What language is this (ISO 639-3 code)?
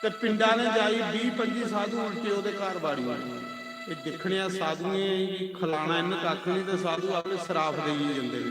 doi